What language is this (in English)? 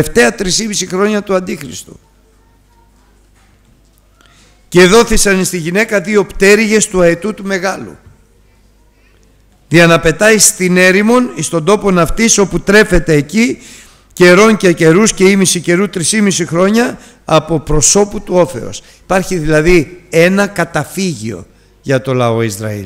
Greek